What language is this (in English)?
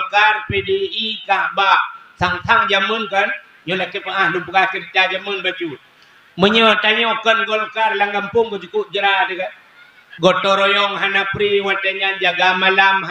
Achinese